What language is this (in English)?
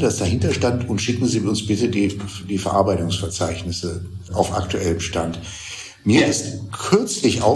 German